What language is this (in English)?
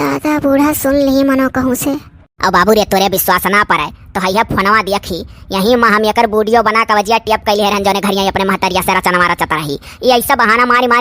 Awadhi